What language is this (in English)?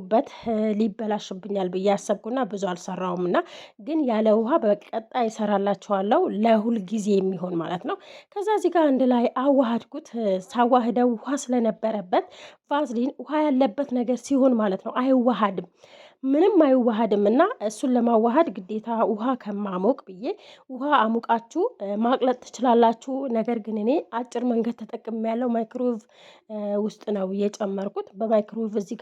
Amharic